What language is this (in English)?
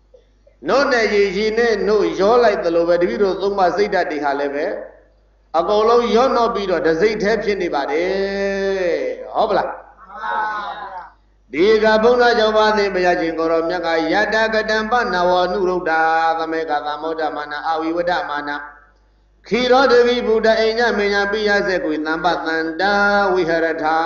Burmese